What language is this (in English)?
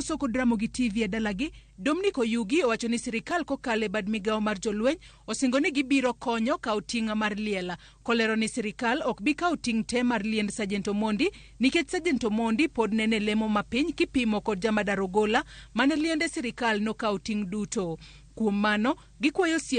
Luo (Kenya and Tanzania)